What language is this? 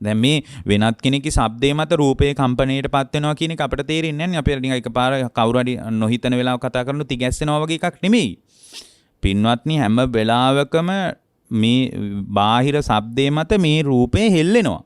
Sinhala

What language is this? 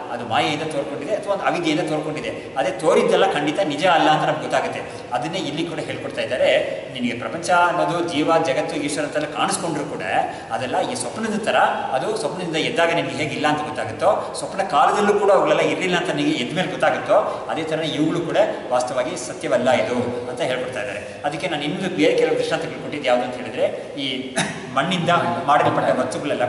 Kannada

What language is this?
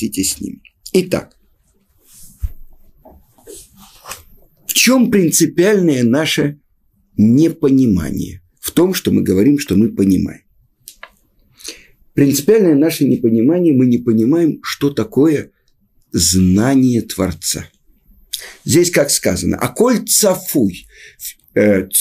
Russian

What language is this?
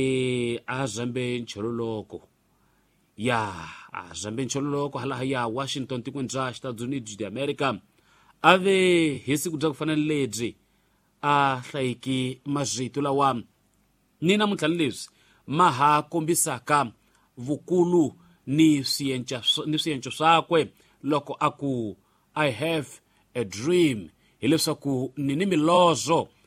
Tsonga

